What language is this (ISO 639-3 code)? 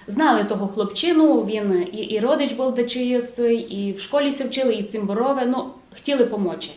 rue